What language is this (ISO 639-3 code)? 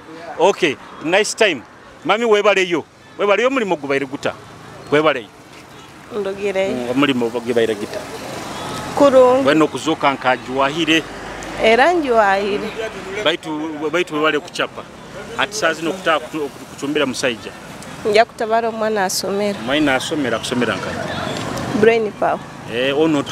nyo